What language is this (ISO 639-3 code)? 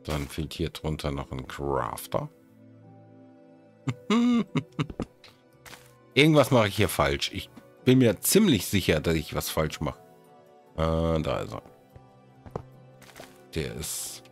deu